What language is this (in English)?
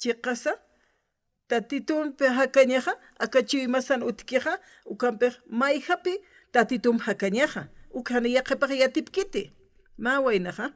Aymara